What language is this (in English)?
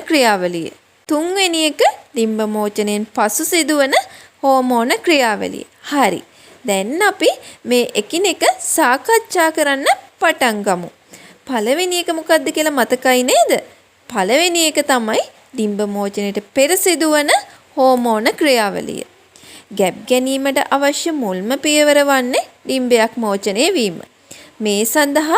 Sinhala